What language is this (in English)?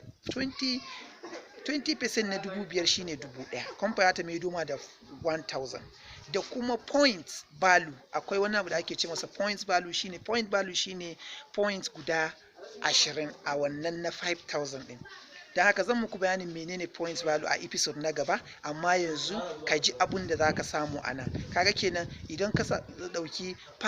Hausa